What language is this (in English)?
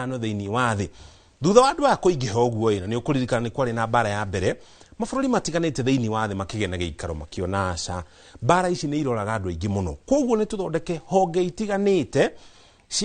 Kikuyu